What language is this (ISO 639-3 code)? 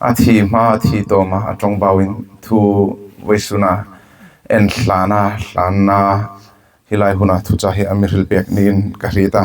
hmr